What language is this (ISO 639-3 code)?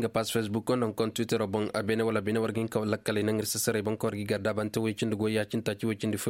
ses